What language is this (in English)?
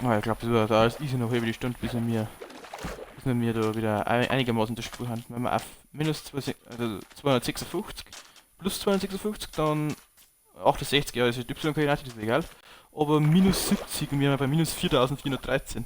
Bavarian